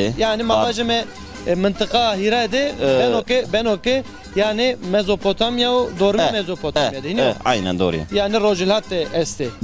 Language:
Zaza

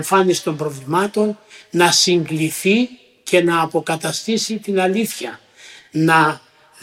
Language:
Greek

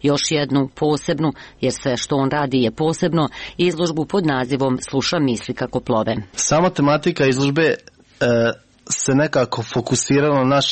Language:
Croatian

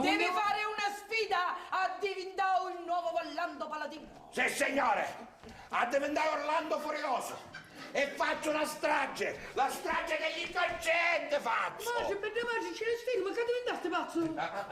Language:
Sicilian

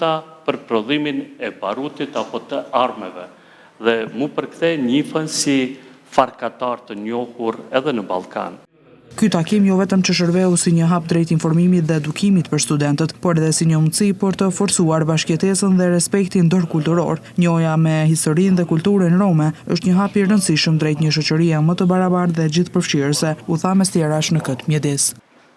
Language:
Albanian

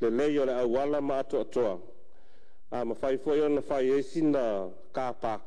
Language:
Samoan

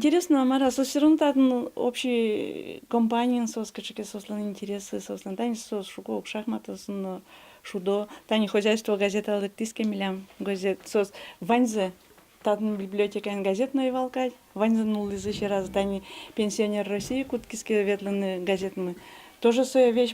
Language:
Udmurt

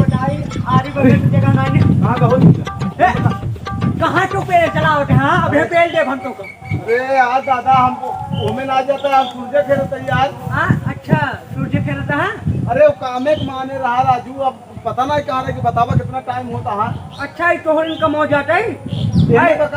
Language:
Awadhi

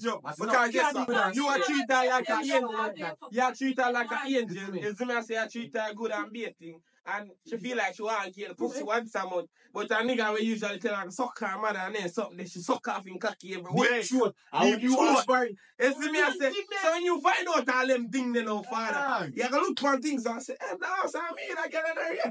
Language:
Jamaican Creole English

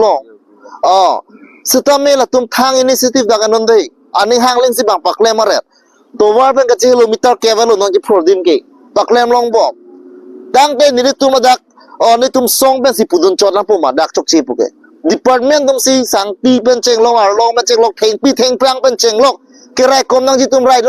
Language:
Karbi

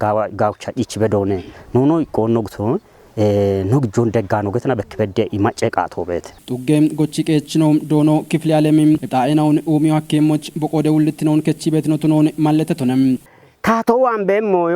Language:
Kafa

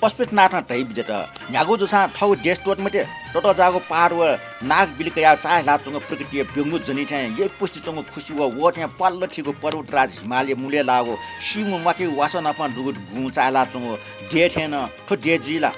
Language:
Newari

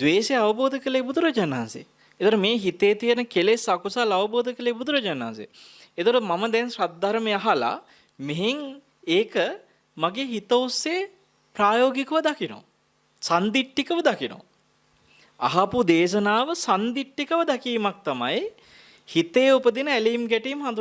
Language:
Sinhala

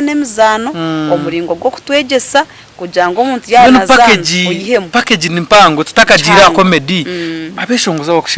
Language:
Nyankole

